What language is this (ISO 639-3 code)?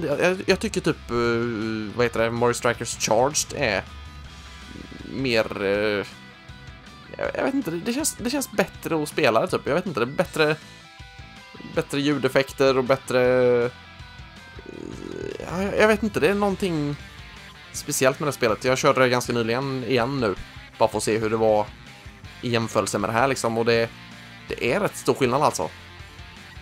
swe